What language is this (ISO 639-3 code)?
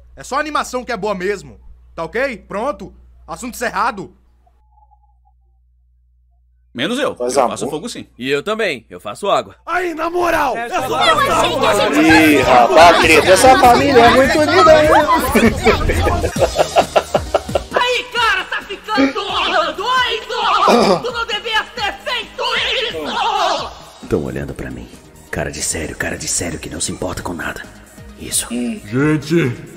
por